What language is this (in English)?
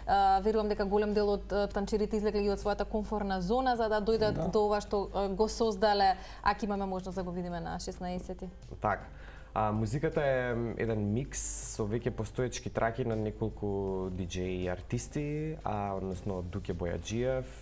Macedonian